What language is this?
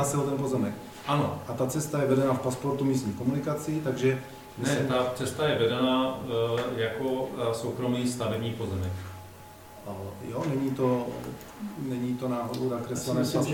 Czech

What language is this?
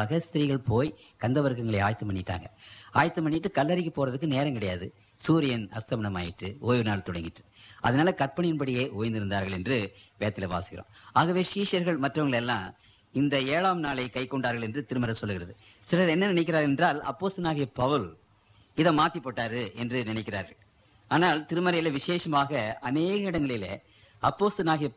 Tamil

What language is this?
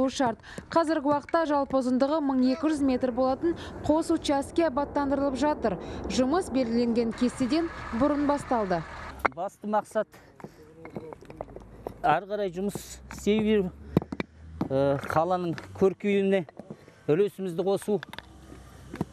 Kazakh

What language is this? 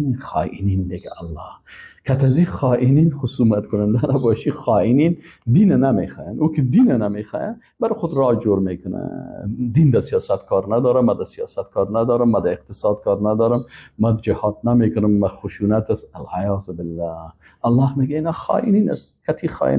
Persian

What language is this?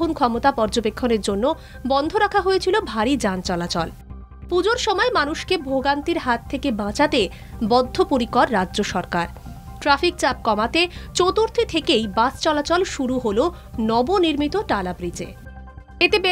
Bangla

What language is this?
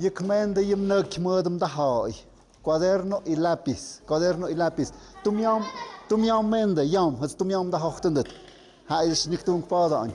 Tlahuitoltepec Mixe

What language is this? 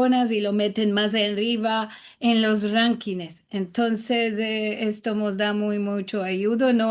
Ladino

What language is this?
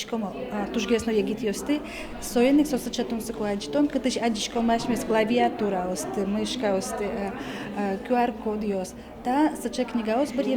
Udmurt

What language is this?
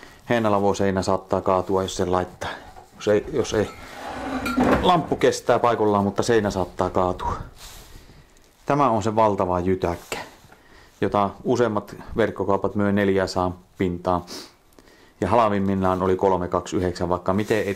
Finnish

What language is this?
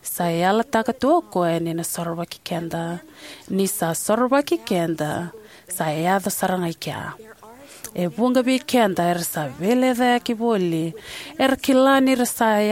Fijian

